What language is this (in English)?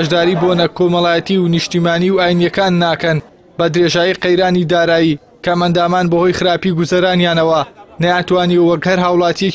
Central Kurdish